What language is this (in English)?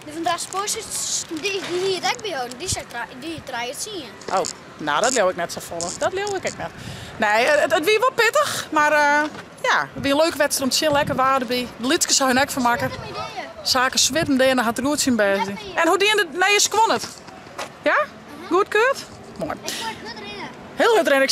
Western Frisian